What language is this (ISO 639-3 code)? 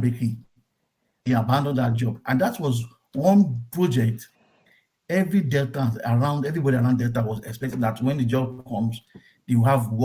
pcm